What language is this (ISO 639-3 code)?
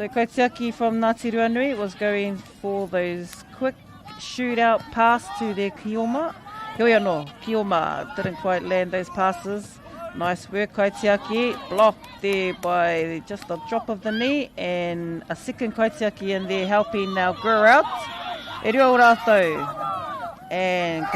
mri